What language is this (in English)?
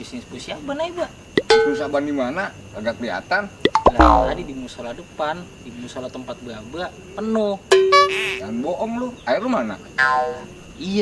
Betawi